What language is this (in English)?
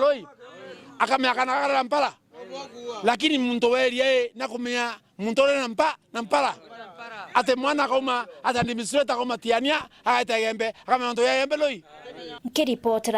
Meru